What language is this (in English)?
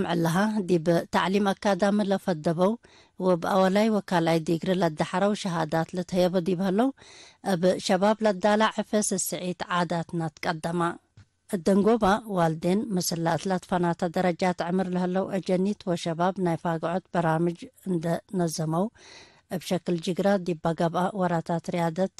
Tigre